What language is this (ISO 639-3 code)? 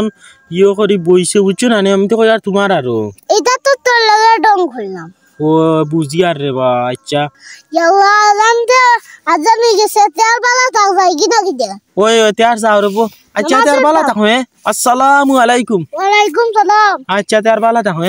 syl